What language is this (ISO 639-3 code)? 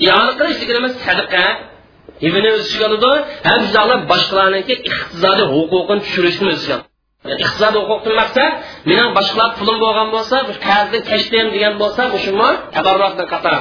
uig